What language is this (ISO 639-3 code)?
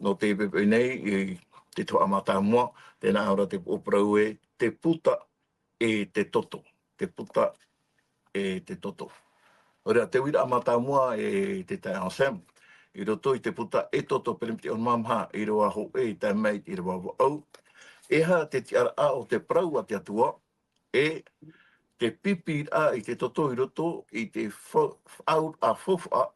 tah